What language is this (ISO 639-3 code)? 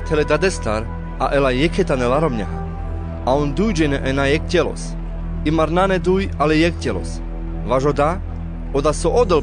rmc